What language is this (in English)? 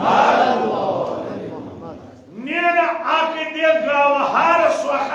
Kashmiri